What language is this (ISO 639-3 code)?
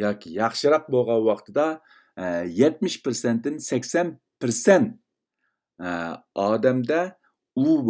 uig